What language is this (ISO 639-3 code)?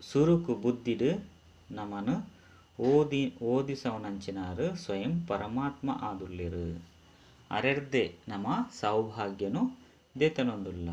tcy